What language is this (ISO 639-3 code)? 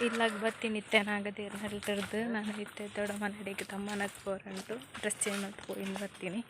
tcy